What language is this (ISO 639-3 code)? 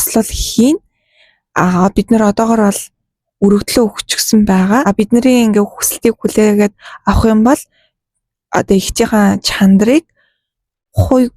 mon